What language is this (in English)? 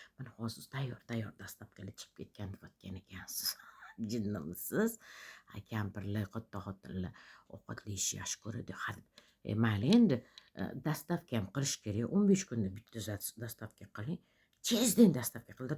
Uzbek